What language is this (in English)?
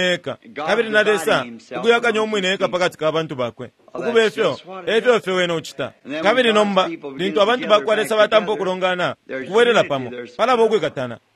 Bemba